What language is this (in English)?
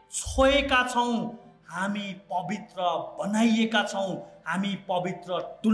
Nepali